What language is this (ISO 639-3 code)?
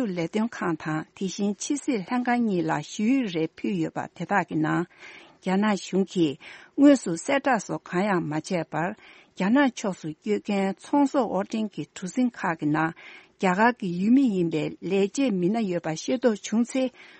bod